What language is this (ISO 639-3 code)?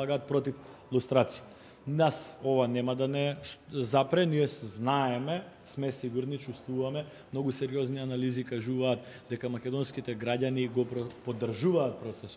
mkd